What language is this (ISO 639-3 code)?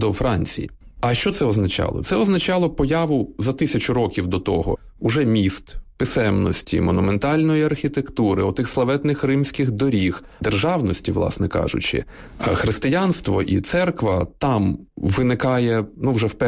ukr